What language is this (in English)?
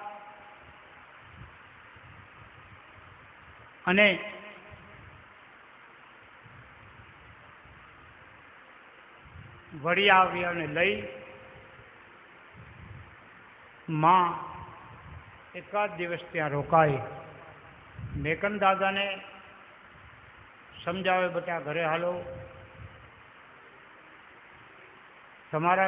Gujarati